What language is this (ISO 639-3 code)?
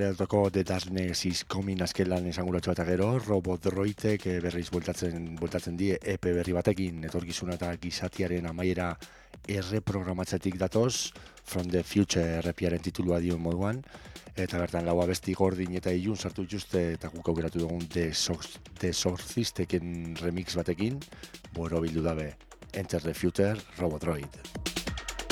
eus